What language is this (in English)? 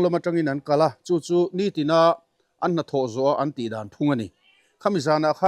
Mizo